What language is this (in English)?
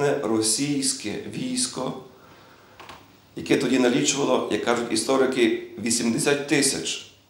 Ukrainian